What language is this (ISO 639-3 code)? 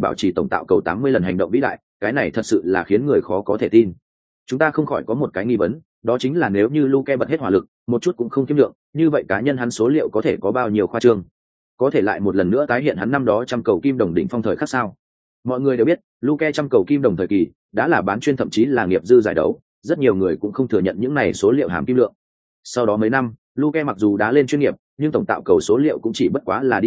vie